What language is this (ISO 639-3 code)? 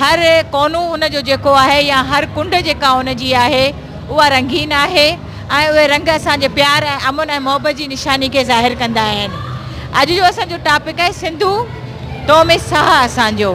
snd